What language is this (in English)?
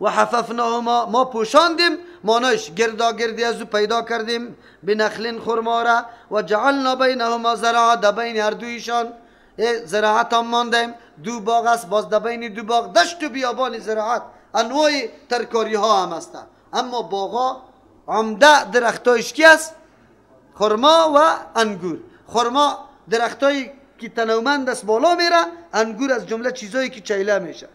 Persian